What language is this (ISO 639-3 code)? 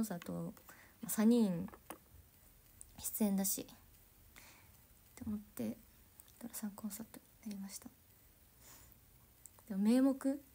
jpn